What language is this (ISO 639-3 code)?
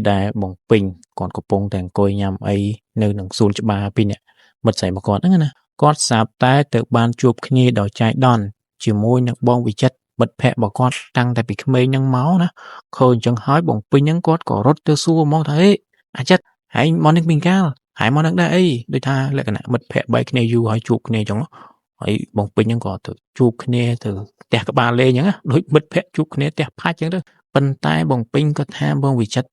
khm